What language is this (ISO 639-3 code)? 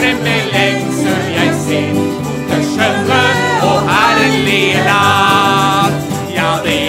nor